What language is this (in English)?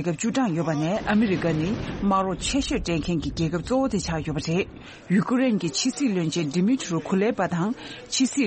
Tibetan